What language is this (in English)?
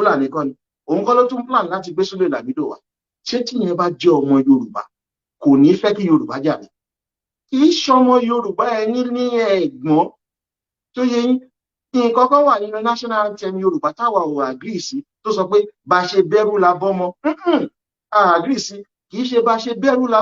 Yoruba